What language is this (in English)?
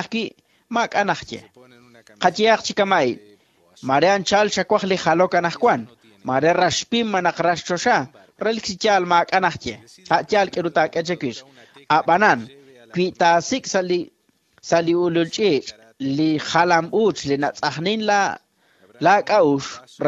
Kekchí